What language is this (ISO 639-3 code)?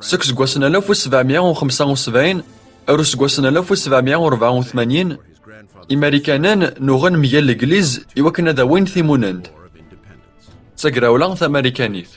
kab